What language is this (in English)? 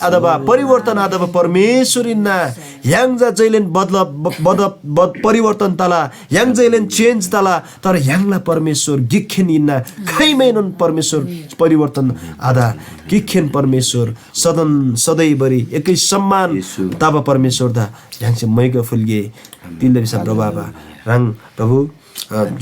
Eastern Tamang